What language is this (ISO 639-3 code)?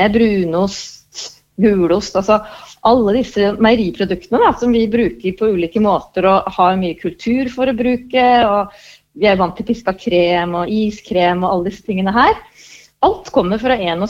nor